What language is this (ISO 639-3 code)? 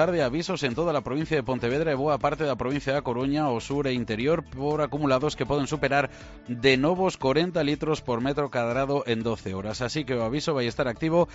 glg